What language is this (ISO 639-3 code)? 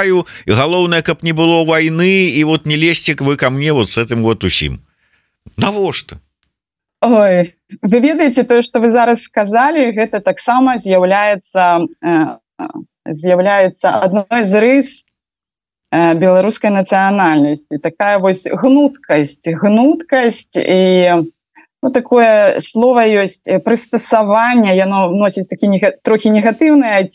bel